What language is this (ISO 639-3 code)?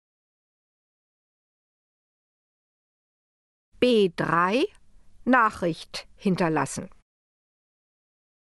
deu